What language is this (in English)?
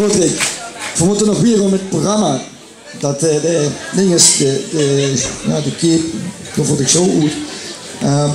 Limburgish